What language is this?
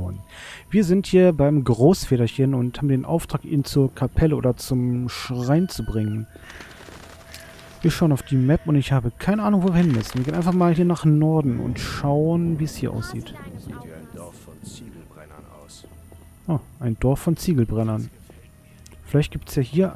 German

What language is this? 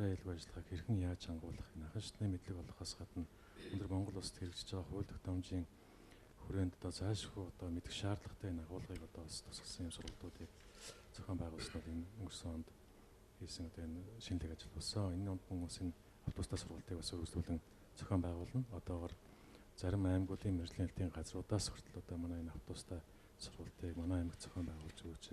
Mongolian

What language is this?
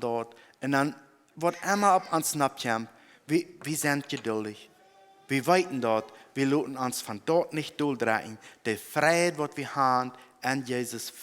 Plautdietsch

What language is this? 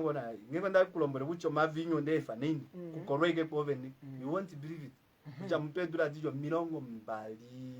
Kuanyama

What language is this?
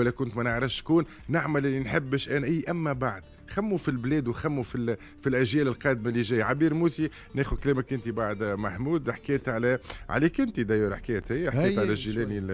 Tunisian Arabic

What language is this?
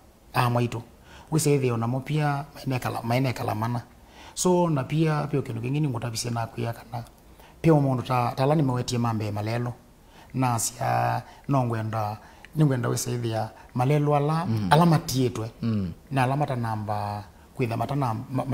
Kamba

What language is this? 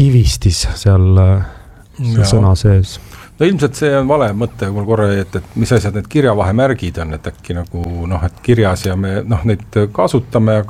Estonian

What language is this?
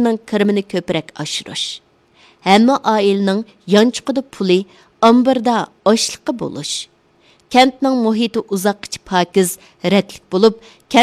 Uyghur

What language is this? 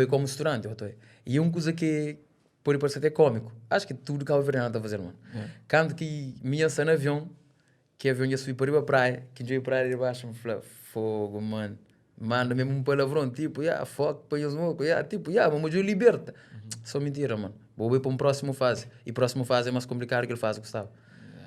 Kabuverdianu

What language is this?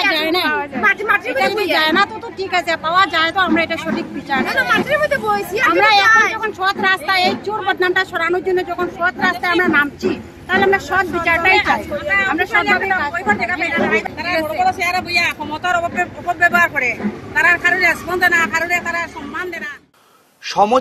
Bangla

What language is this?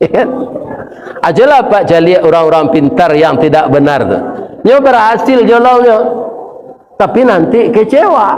Minangkabau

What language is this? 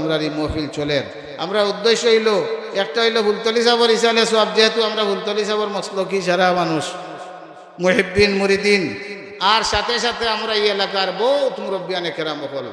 Sylheti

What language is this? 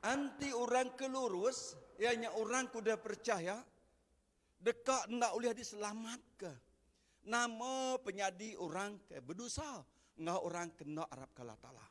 Iban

